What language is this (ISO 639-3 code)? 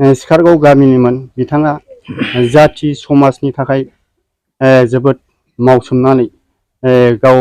brx